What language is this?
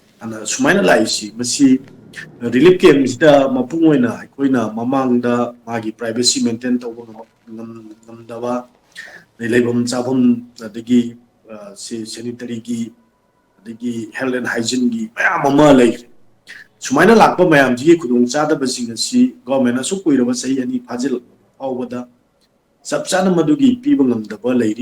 Manipuri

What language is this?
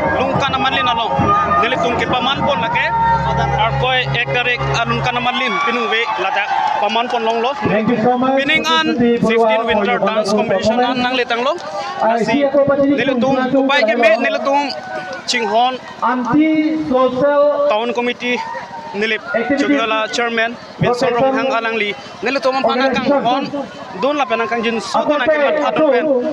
Karbi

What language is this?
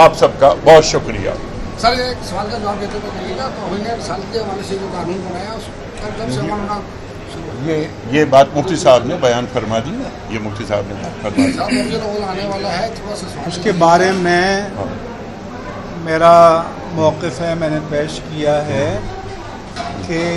Urdu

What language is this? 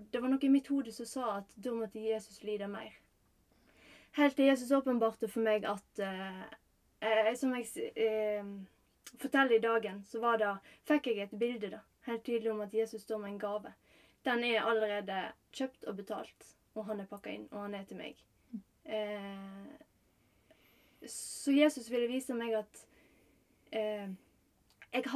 Norwegian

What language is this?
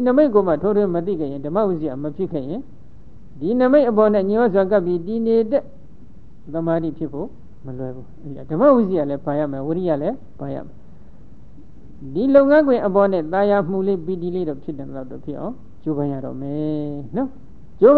Burmese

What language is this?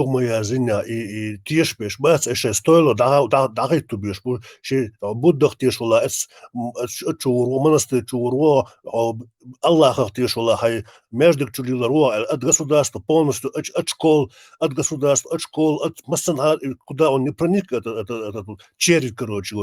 Chechen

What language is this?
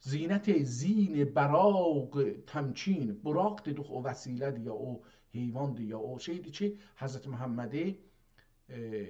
South Azerbaijani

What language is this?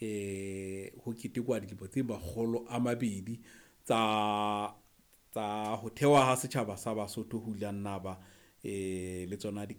Southern Sotho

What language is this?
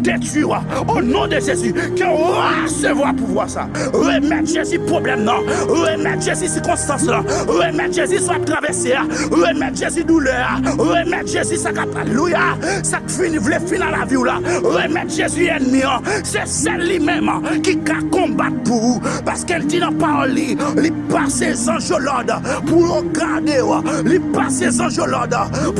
Haitian Creole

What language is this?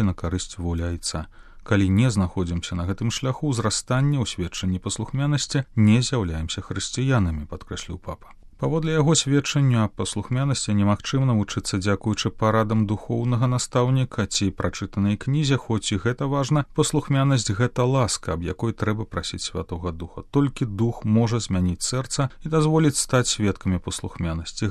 Belarusian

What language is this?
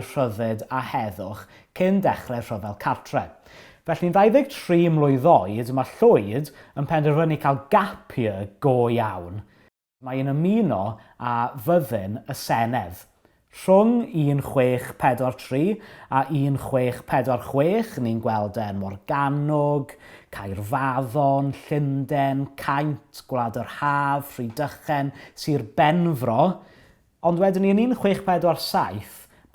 Welsh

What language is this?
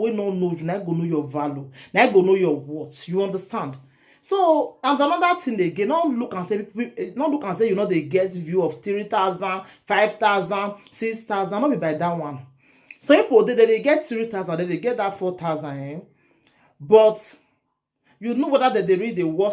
Nigerian Pidgin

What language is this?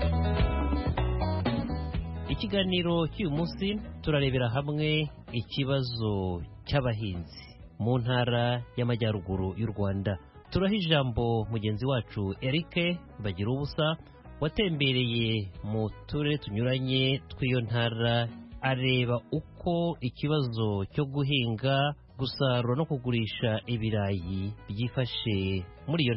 Kinyarwanda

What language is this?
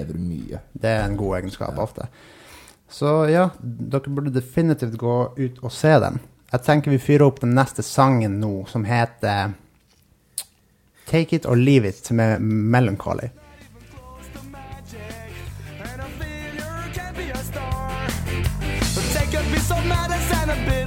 Norwegian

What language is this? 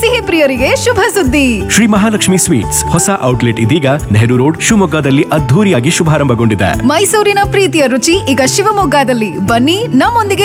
Kannada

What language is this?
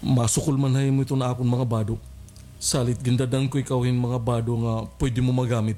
Waray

